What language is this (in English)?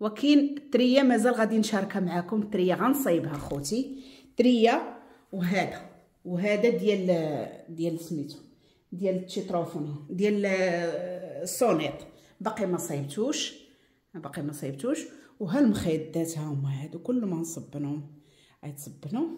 Moroccan Arabic